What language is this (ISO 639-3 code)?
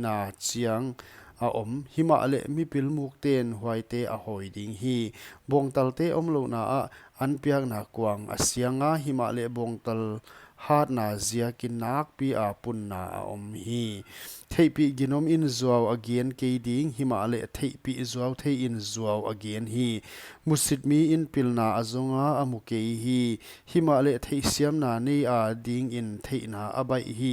pck